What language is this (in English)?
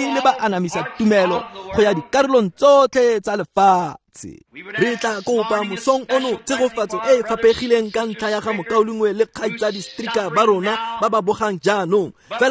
Tswana